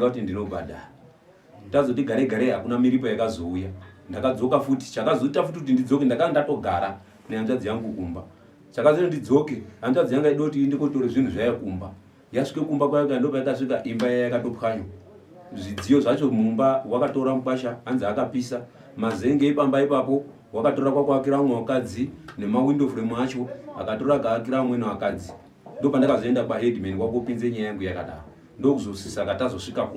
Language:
Shona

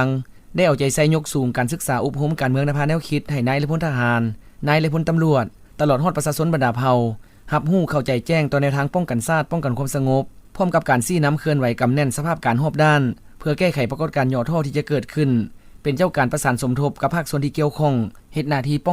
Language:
Lao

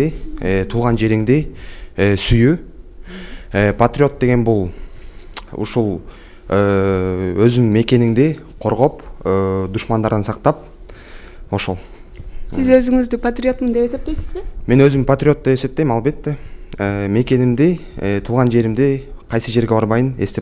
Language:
Kyrgyz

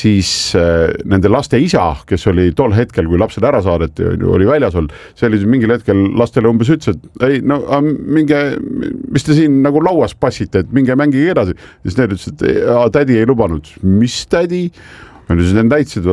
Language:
Estonian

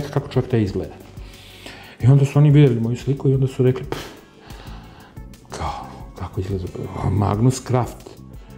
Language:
Serbian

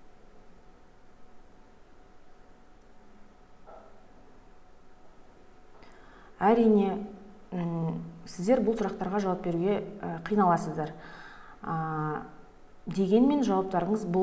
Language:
Kazakh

